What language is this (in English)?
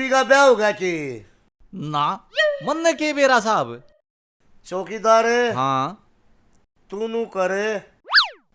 Haryanvi